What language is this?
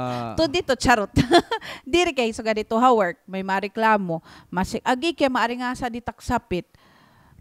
Waray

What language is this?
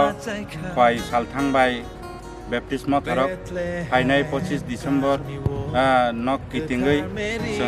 Kok Borok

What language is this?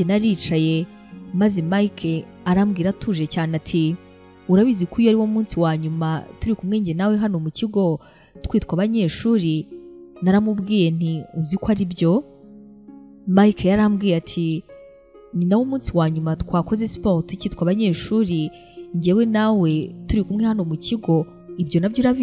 Kinyarwanda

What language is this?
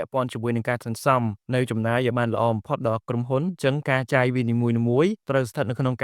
Khmer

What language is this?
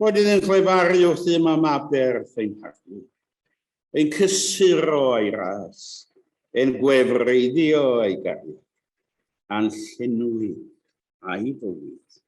Welsh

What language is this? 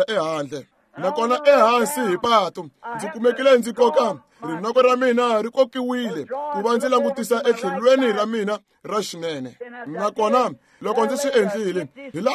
Tsonga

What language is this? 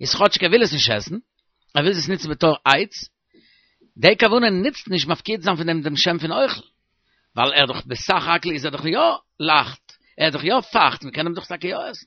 Yiddish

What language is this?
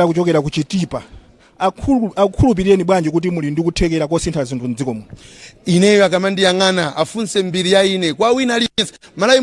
Nyanja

